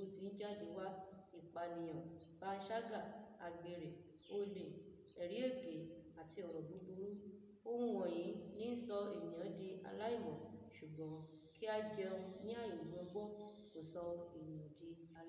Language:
Yoruba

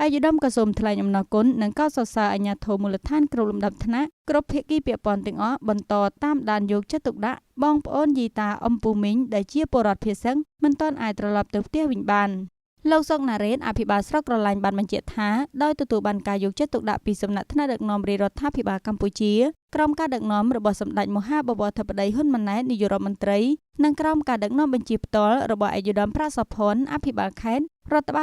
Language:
Khmer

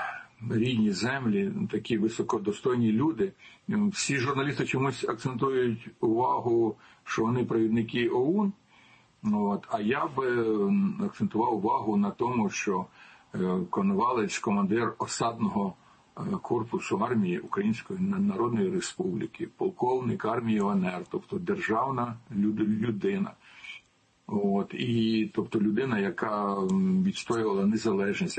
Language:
Ukrainian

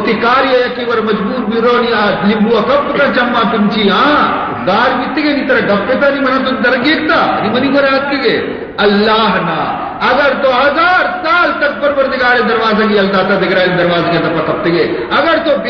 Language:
Baluchi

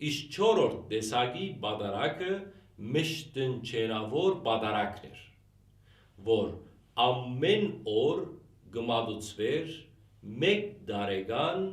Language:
Western Armenian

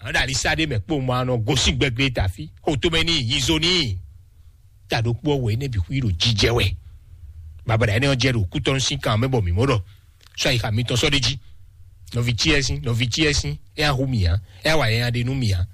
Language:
Fon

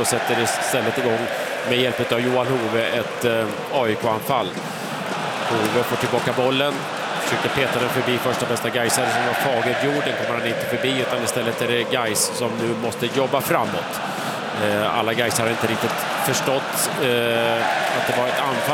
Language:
Swedish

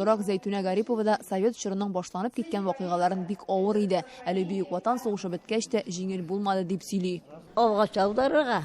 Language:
Tatar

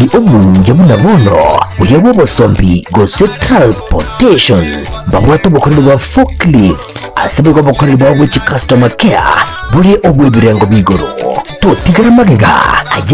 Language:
Gusii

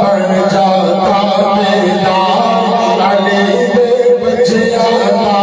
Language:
Saraiki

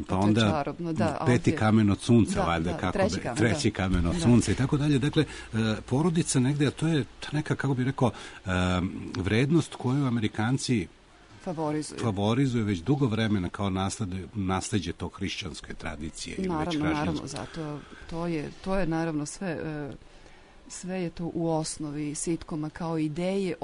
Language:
Serbian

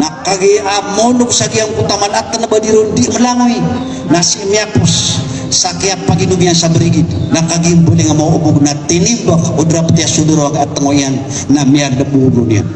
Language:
Maranao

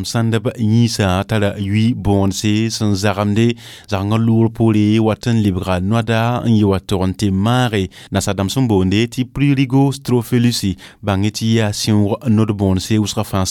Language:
Mossi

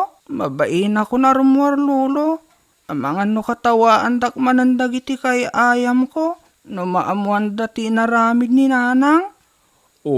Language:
Iloko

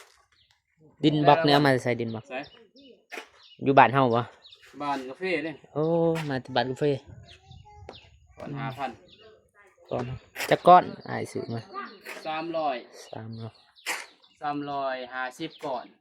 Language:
Lao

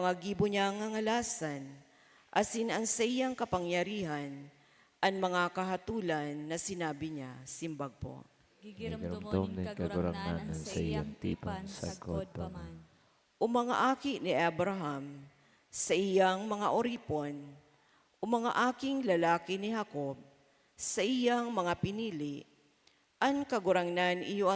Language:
Bikol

